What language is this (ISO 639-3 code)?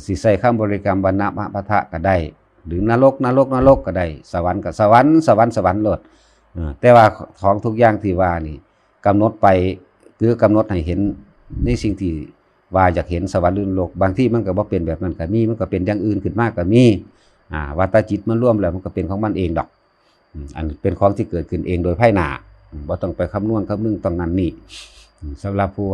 lao